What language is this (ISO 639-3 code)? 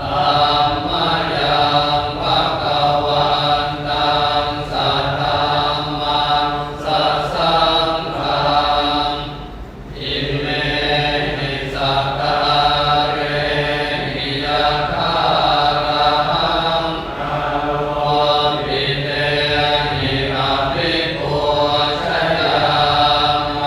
pli